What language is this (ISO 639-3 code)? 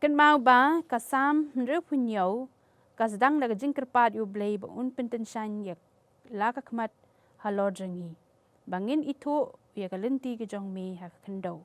kha